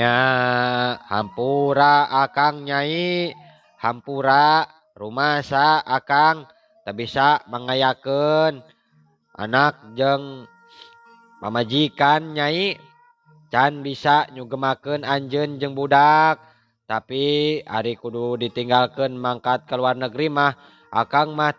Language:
Sundanese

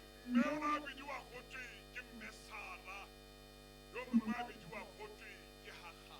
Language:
Tswana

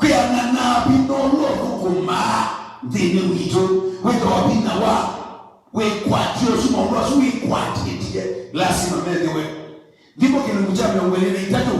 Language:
Kamba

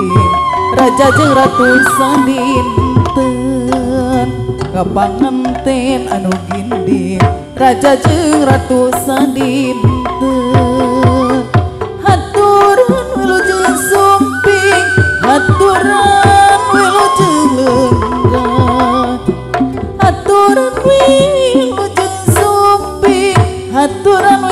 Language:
Sundanese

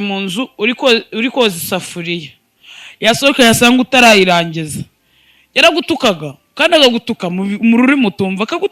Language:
Kinyarwanda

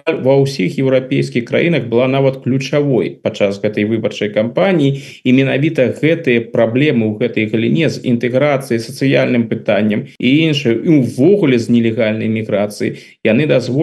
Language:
Belarusian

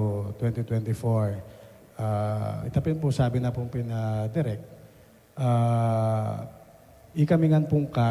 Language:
Pampanga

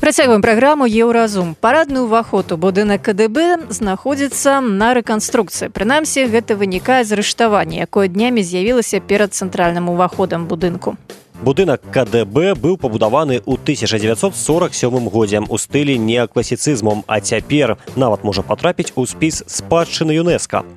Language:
Belarusian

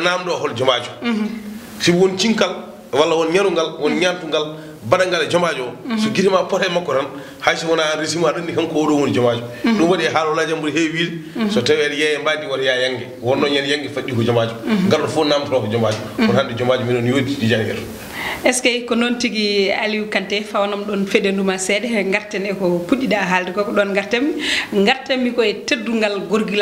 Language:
Fula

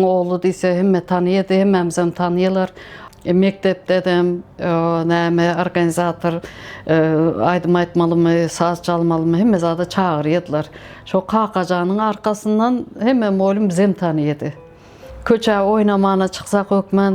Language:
Turkmen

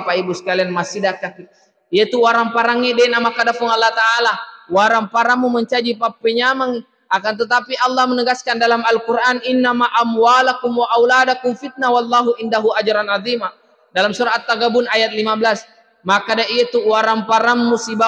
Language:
Buginese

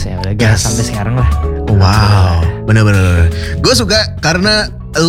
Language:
Indonesian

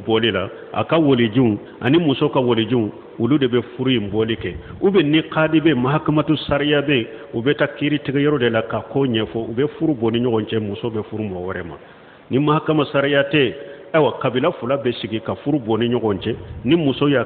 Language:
Bambara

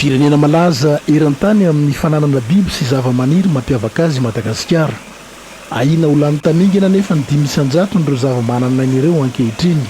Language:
Malagasy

